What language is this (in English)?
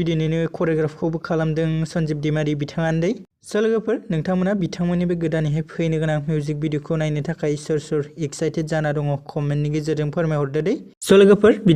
Bodo